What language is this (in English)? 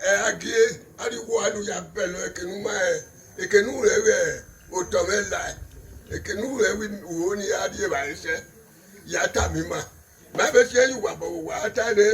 Bini